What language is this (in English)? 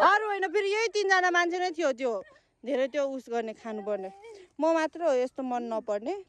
Nepali